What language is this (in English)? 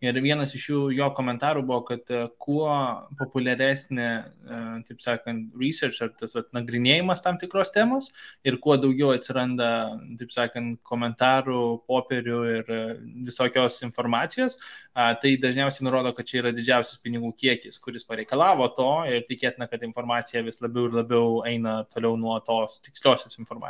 Lithuanian